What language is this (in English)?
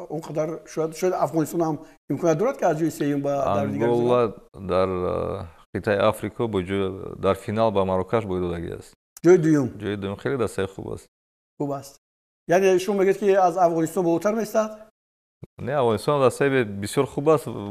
Tajik